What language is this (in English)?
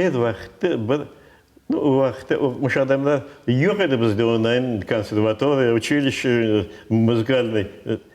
Crimean Tatar